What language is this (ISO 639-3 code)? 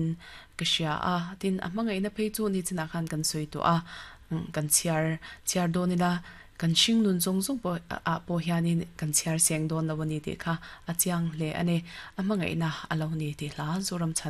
lus